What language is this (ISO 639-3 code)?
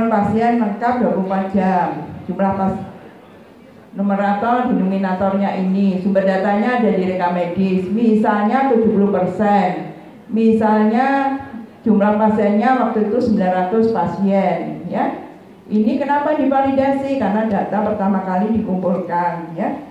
ind